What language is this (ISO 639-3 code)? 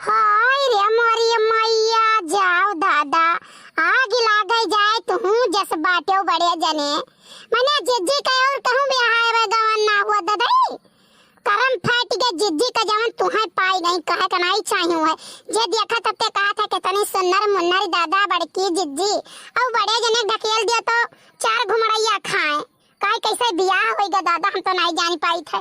awa